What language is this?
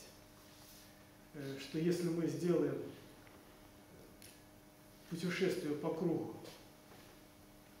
Russian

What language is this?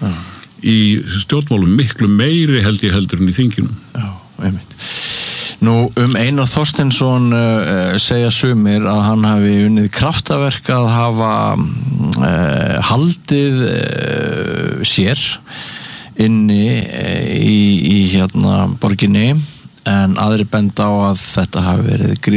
Icelandic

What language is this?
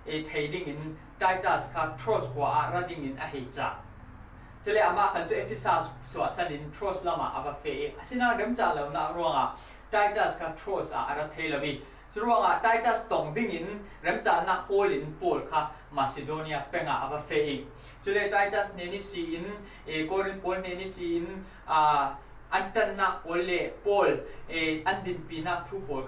Falam Chin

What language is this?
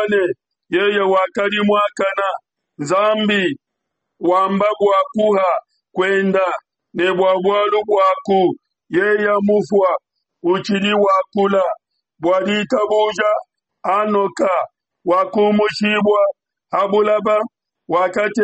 Luba-Lulua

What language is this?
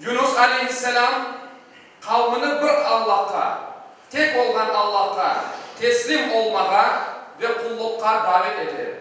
Crimean Tatar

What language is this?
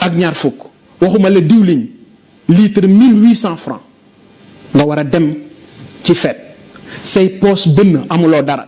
Wolof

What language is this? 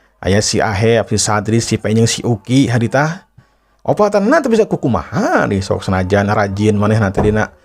Sundanese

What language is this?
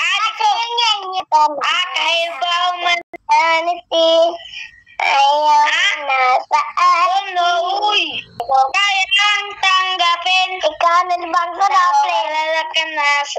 Cebuano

